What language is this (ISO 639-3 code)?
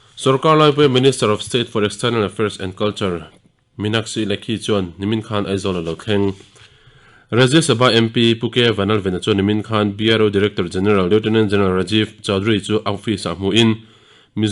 lus